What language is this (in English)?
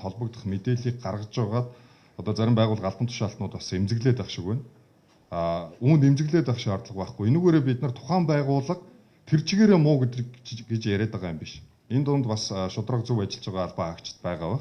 Mongolian